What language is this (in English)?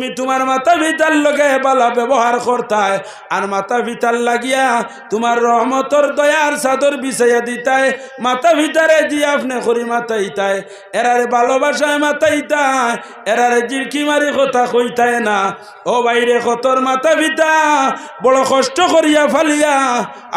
Sylheti